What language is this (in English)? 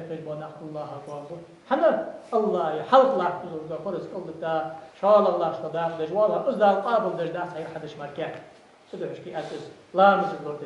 Ingush